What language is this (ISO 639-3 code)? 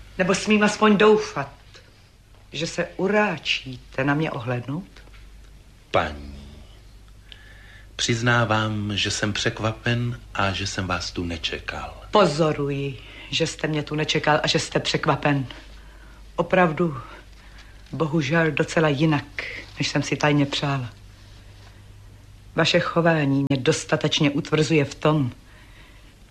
ces